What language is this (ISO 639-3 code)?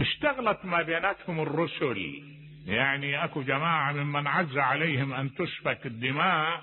acm